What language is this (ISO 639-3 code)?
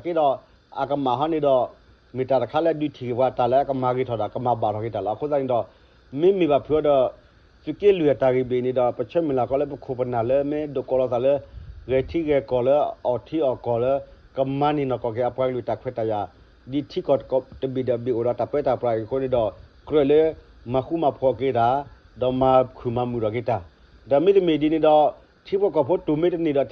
ksw